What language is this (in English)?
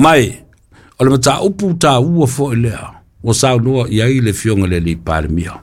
Samoan